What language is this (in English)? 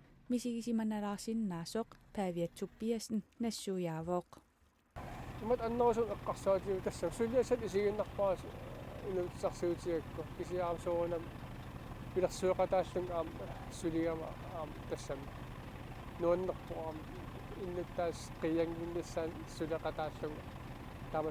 Kalaallisut